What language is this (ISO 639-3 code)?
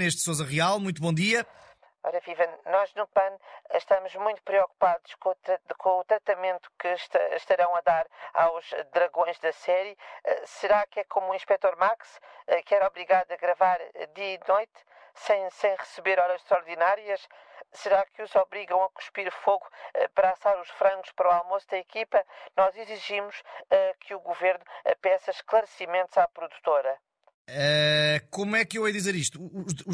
por